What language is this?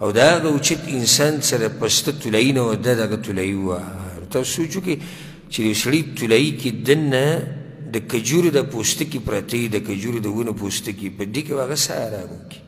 Pashto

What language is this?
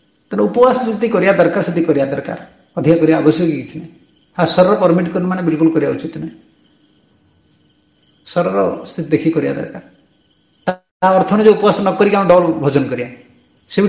Odia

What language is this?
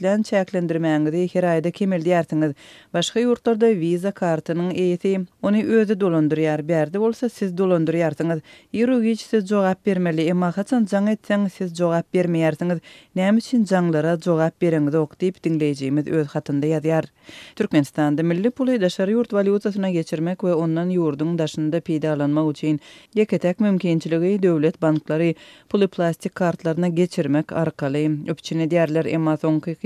Turkmen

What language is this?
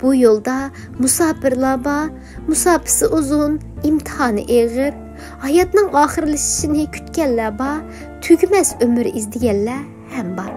Uyghur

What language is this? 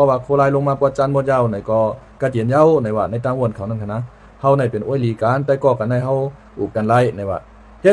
Shan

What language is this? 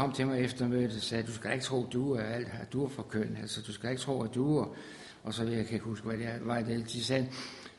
Danish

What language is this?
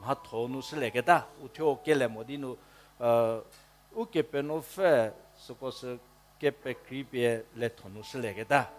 Angami Naga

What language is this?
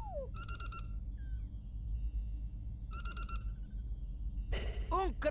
Spanish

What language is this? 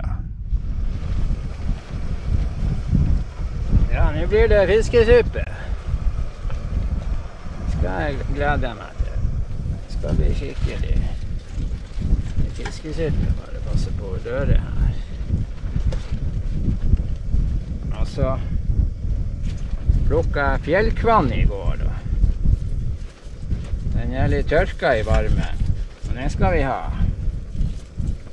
Norwegian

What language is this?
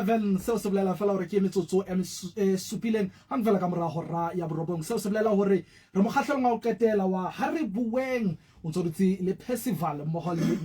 Southern Sotho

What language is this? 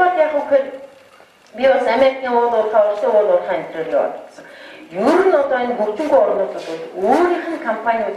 Mongolian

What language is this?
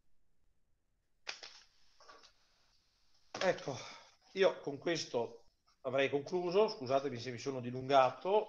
Italian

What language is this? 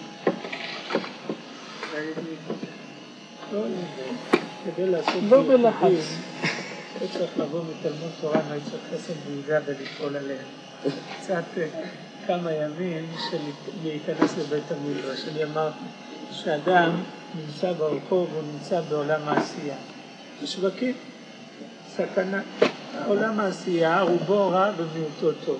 Hebrew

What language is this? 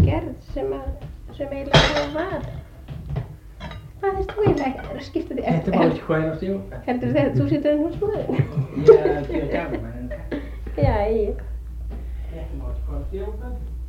Icelandic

